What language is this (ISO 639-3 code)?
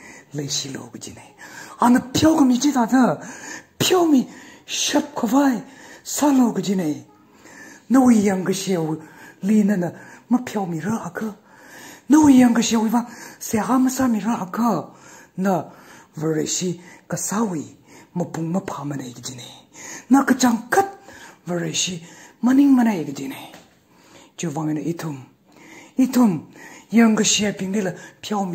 nmf